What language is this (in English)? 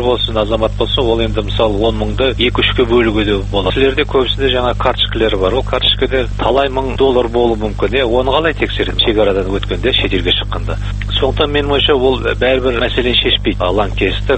Kazakh